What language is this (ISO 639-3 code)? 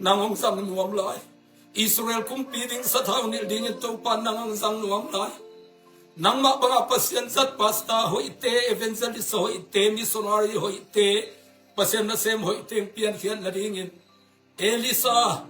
ctd